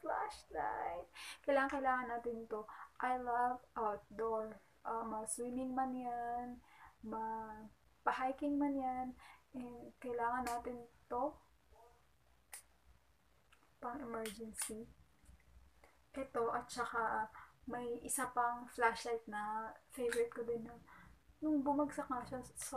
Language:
Filipino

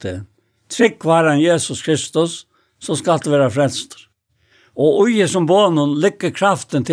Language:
Faroese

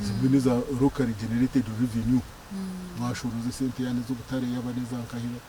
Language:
Nyankole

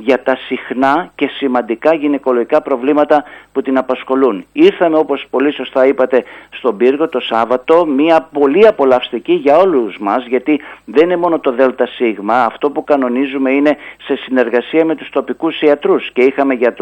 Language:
Greek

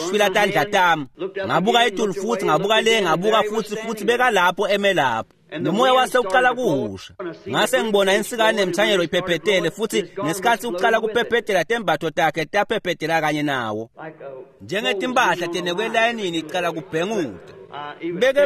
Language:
Swati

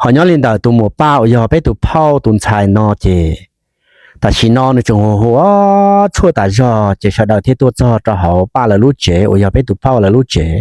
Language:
Hmong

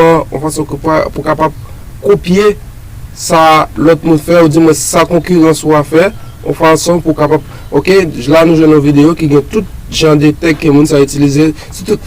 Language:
Haitian Creole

